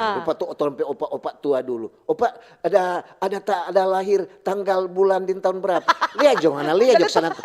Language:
Manado Malay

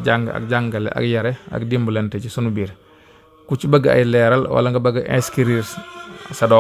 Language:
Wolof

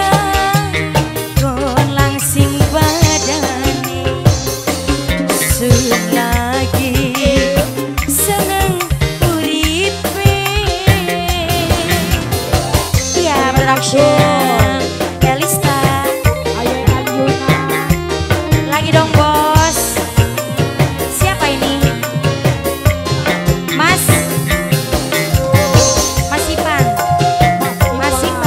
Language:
Javanese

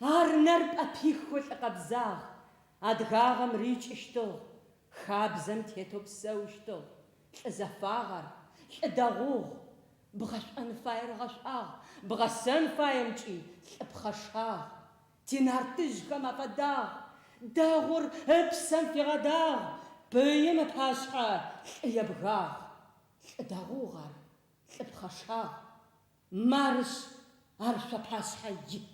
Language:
Adyghe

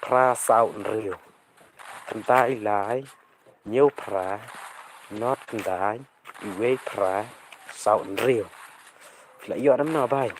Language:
Khasi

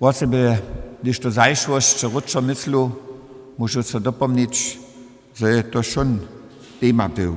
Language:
Upper Sorbian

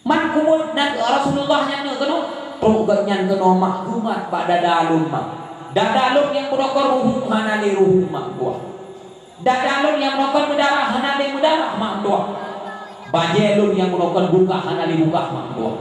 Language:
Achinese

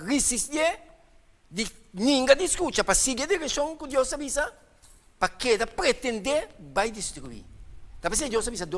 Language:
Papiamento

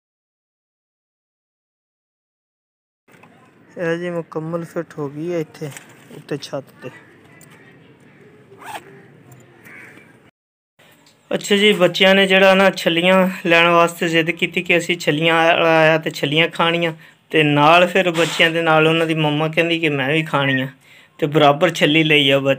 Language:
Punjabi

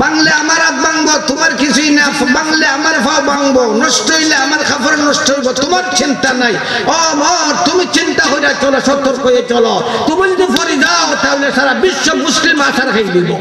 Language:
Sylheti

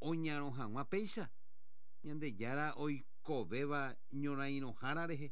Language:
Guarani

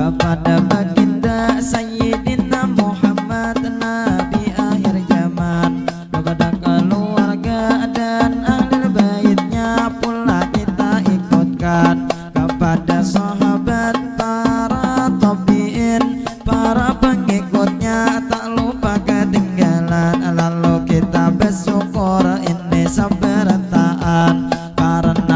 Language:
Banjar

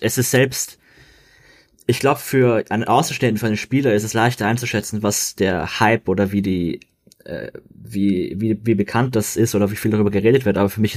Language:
German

